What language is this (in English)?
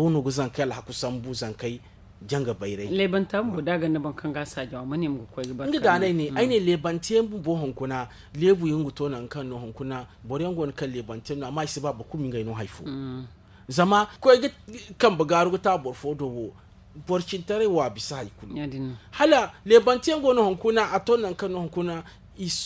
Zarma